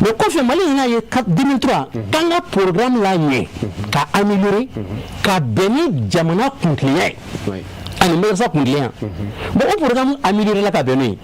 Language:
Bambara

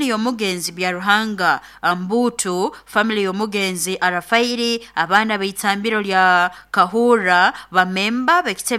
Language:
Nyoro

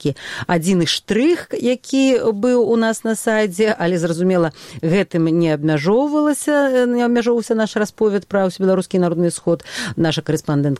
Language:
Belarusian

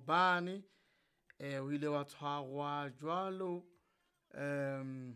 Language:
Southern Sotho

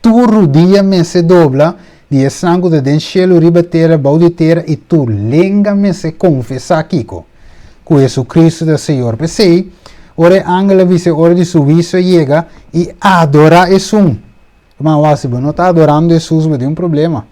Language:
Papiamento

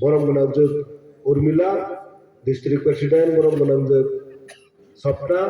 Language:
Kok Borok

